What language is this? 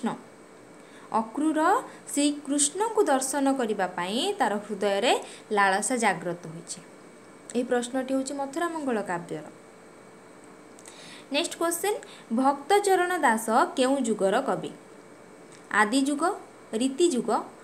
Odia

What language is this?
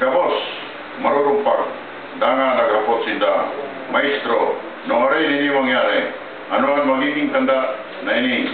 Bikol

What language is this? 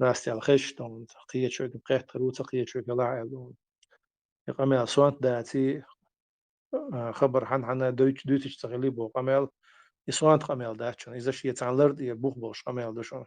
Chechen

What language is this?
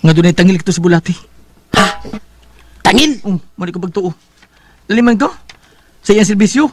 Cebuano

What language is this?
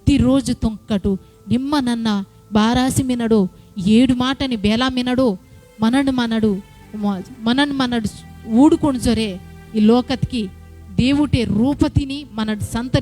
Koya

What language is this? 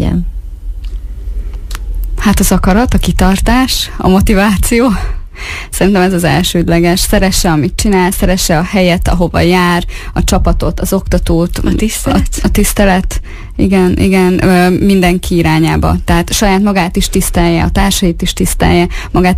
Hungarian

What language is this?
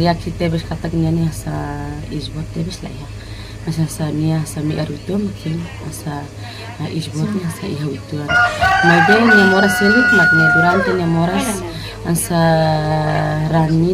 Tetum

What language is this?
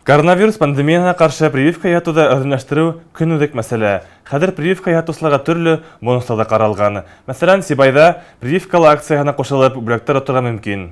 Bashkir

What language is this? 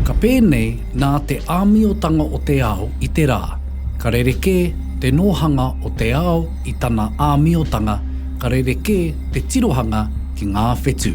Māori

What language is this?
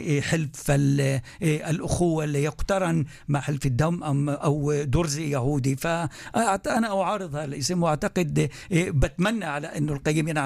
North Levantine Arabic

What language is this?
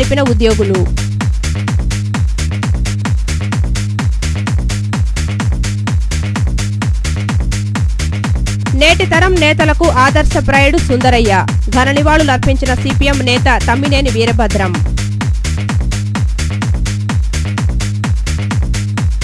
Telugu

